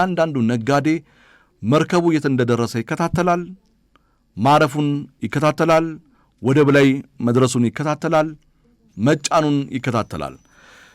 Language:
Amharic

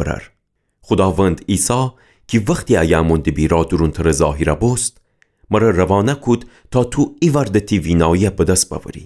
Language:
Gilaki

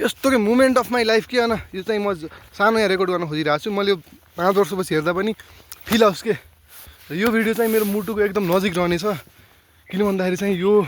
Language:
Nepali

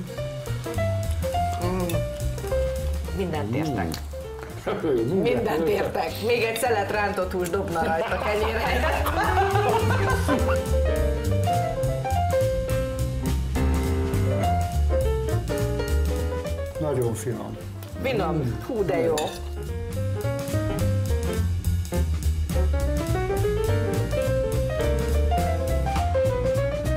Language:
Hungarian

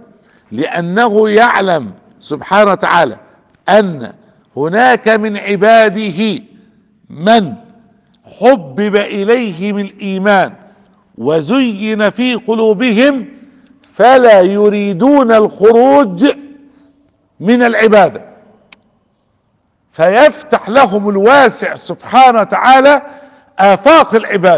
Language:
Arabic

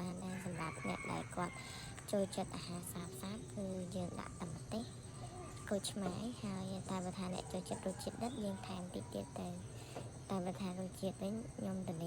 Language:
Khmer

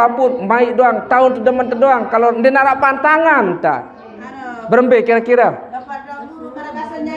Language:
Sasak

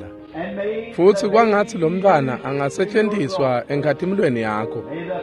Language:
Swati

